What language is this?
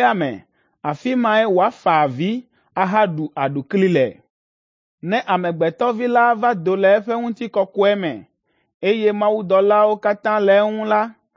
Ewe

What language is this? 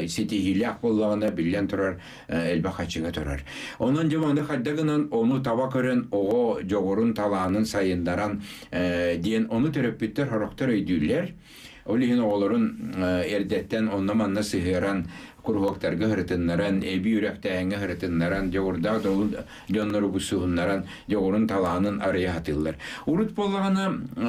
Yakut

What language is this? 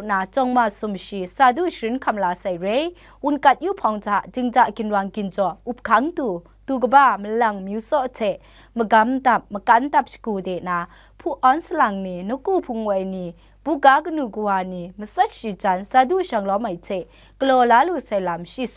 Kachin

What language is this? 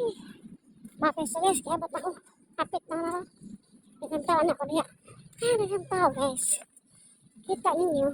Cebuano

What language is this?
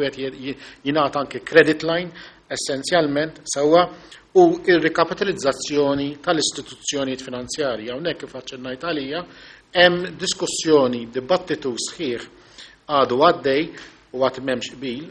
Maltese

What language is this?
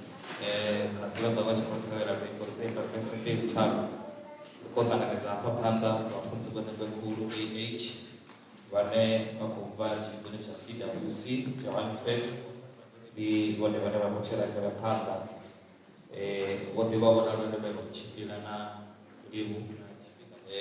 Venda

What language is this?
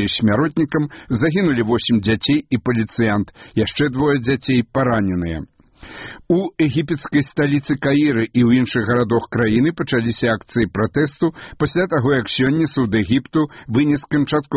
Belarusian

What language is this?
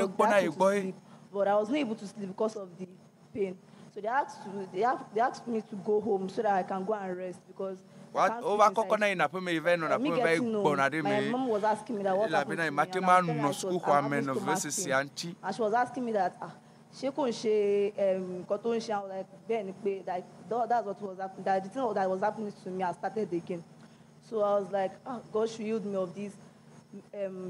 Ewe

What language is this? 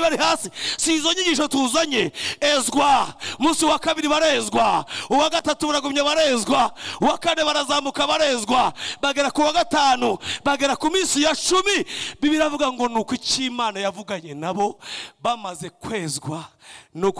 Kinyarwanda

